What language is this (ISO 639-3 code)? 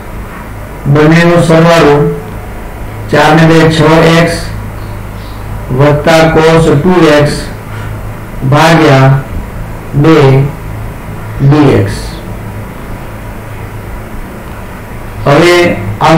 guj